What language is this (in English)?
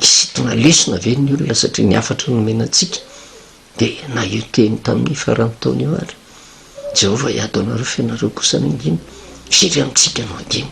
Malagasy